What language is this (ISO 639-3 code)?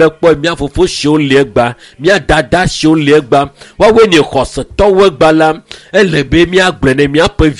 ewe